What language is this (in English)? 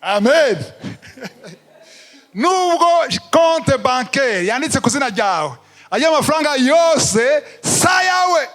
Rundi